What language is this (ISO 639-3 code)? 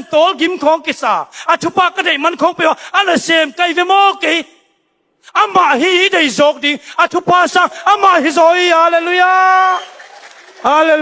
ctd